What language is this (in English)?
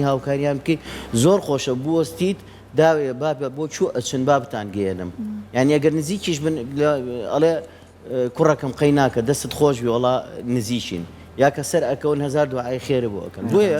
Central Kurdish